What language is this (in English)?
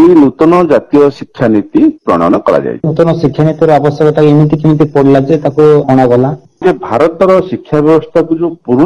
Odia